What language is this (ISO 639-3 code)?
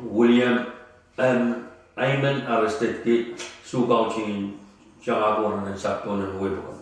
pon